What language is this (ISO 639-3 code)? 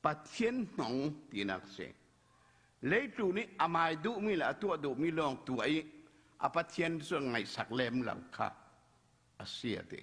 cfm